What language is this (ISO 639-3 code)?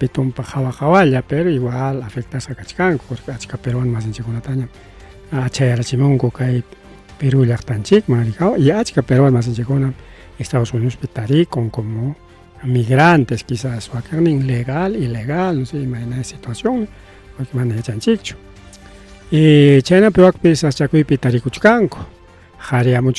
quy